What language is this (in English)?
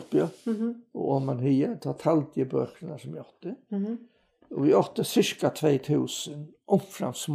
Faroese